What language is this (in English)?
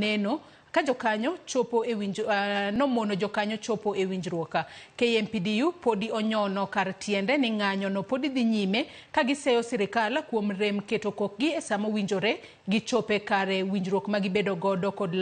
Luo (Kenya and Tanzania)